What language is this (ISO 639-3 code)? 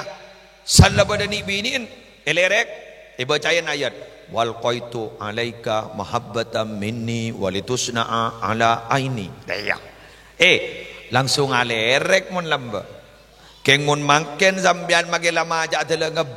mad